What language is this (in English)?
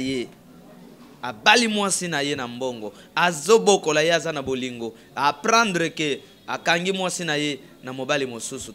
Lingala